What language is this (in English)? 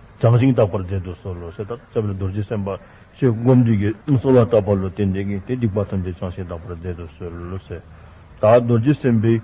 Dzongkha